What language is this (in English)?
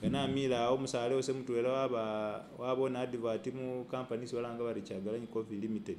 Masaaba